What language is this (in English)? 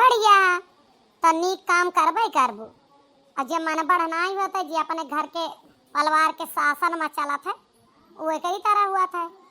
Awadhi